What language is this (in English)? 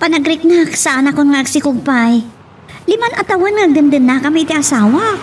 Iloko